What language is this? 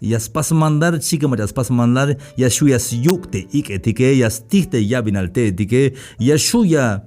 Tzeltal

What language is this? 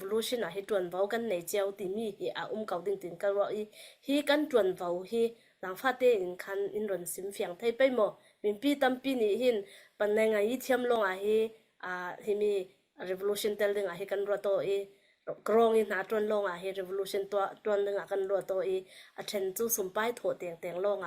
Falam Chin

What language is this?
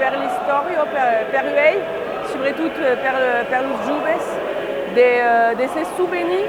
Occitan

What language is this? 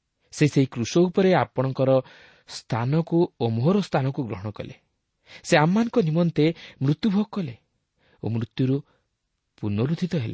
Odia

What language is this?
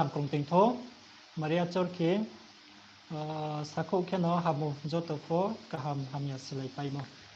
Riang (India)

